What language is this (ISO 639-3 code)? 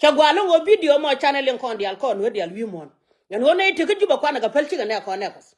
nus